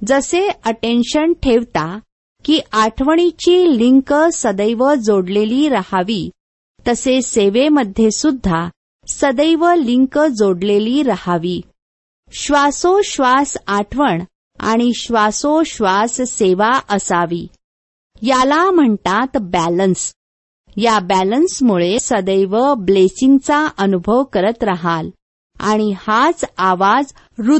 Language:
Marathi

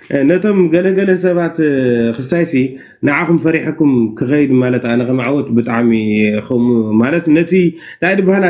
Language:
Tigrinya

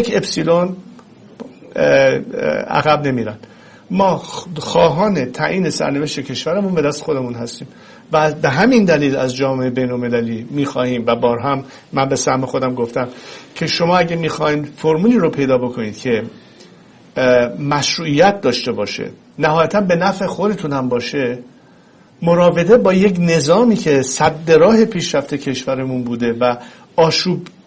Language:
Persian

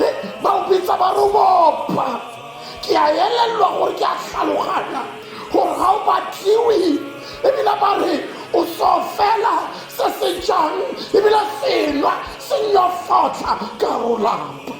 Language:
Tswana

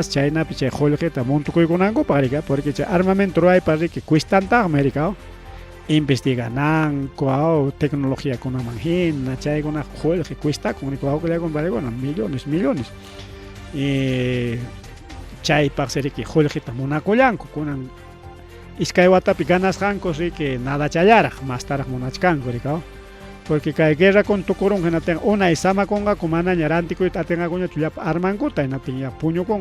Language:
Ayacucho Quechua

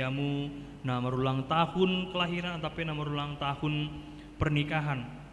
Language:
Batak Simalungun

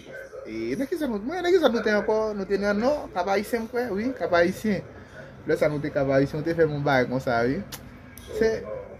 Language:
Haitian Creole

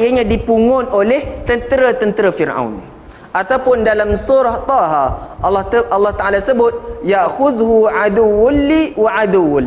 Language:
Malay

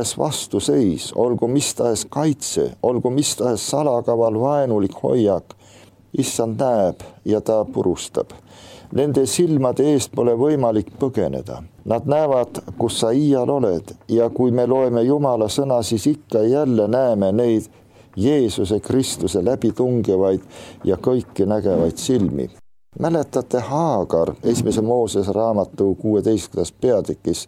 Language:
Estonian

